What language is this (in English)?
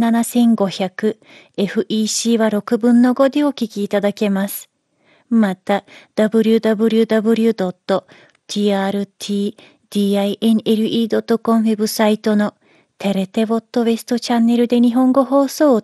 Japanese